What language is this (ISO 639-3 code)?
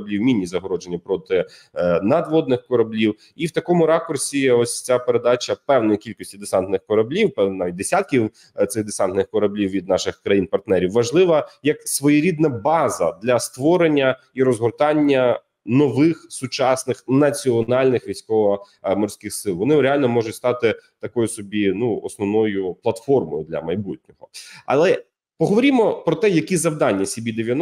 ukr